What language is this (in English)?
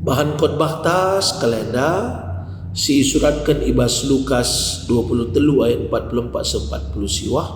Batak Karo